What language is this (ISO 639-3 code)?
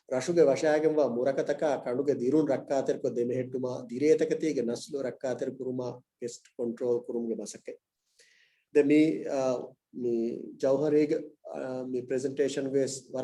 div